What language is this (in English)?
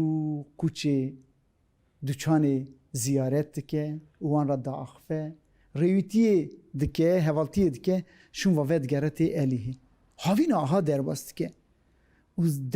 Kurdish